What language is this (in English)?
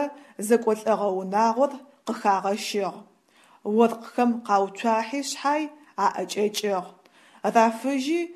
Adyghe